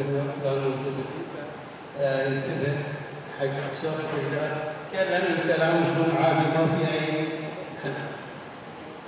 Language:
Arabic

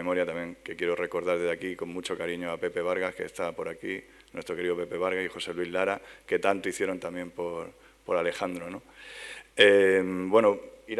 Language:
Spanish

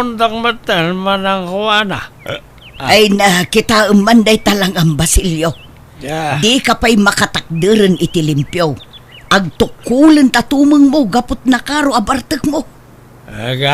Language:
Iloko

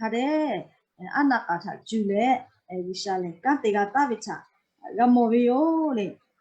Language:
Lahu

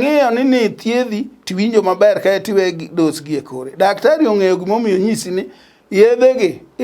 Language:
Luo (Kenya and Tanzania)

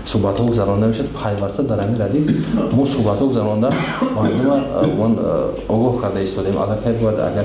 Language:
Tajik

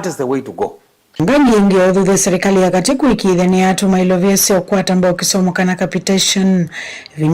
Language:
Kamba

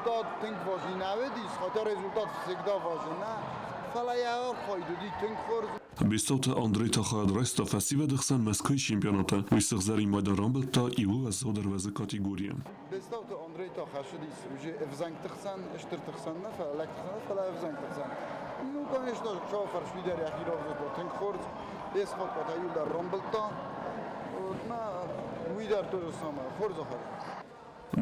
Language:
Ossetic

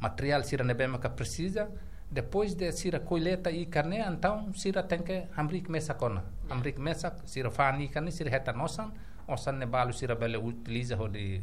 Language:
Tetum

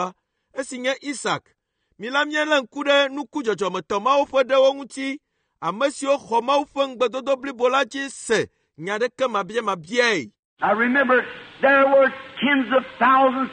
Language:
Ewe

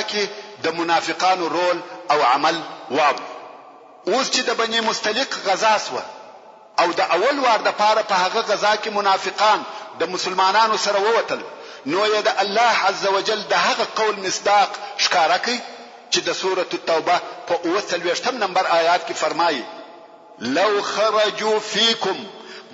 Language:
Pashto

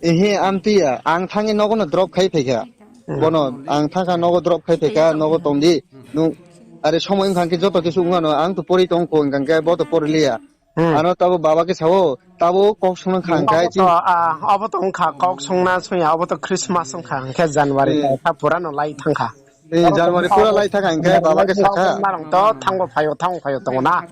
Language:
Riang (India)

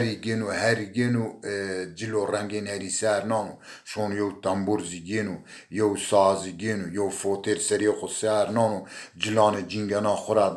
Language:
Zaza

